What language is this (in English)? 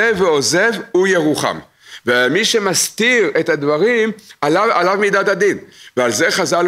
Hebrew